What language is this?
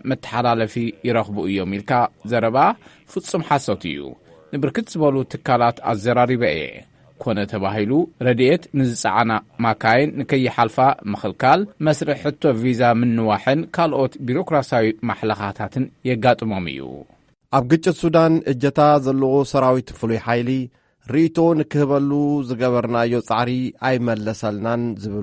Tigrinya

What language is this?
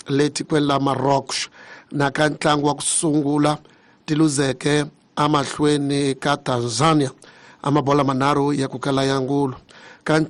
Tsonga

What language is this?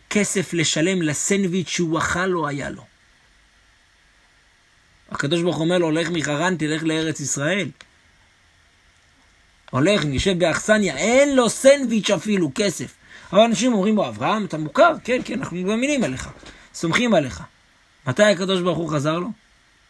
Hebrew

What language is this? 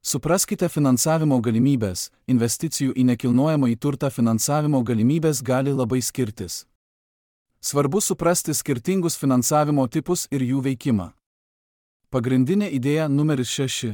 Lithuanian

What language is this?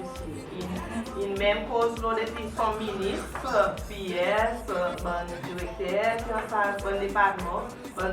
Seselwa Creole French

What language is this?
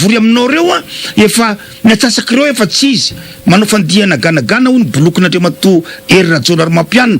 Malagasy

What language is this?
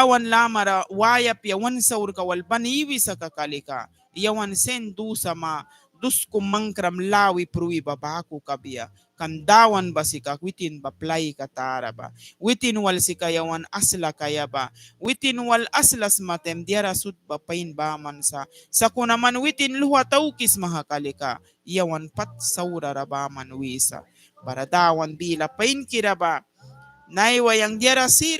Mískito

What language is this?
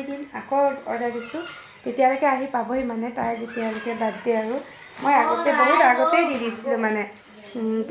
Assamese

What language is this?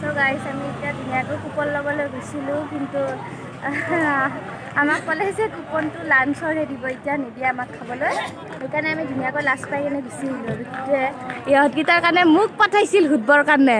Assamese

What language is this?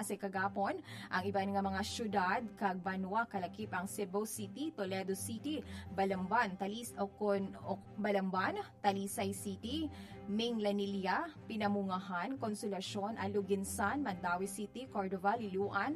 Hiligaynon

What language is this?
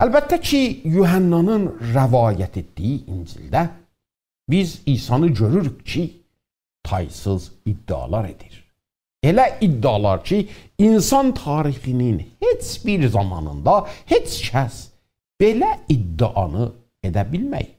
South Azerbaijani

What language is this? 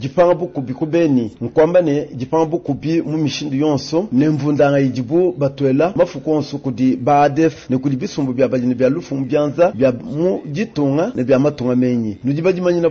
Luba-Lulua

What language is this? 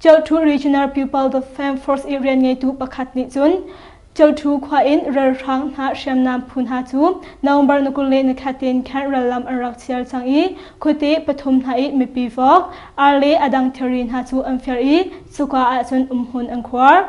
Hakha Chin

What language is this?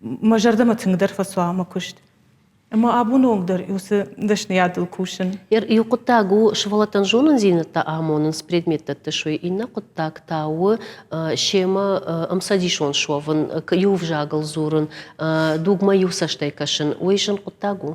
Ossetic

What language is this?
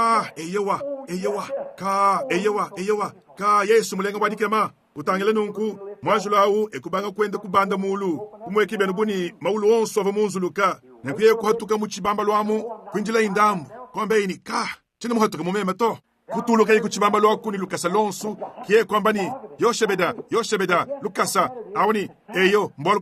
Luba-Lulua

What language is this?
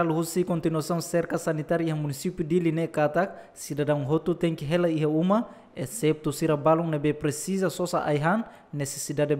Tetum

